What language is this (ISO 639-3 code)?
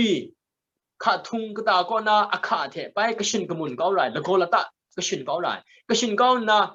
kac